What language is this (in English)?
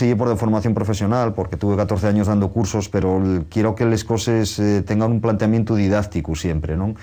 Asturian